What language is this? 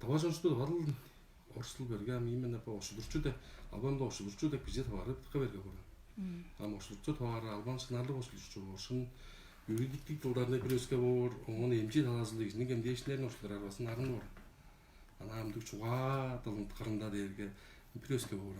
Tuvinian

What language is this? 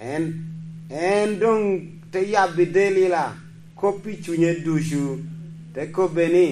Lango (Uganda)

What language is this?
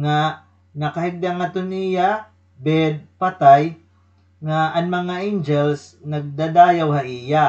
Waray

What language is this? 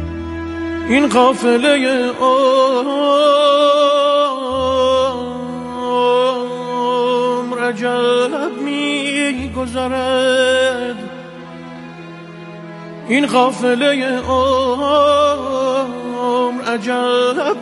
Persian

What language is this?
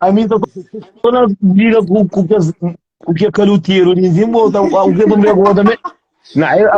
Kabuverdianu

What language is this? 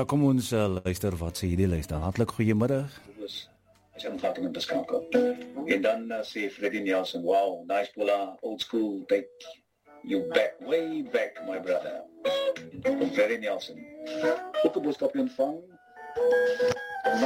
Afrikaans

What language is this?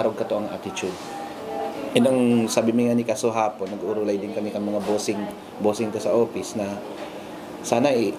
Bikol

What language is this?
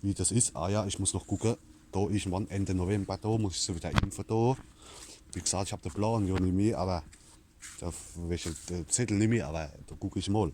Palatine German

